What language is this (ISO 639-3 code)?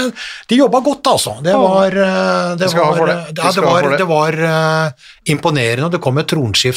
nor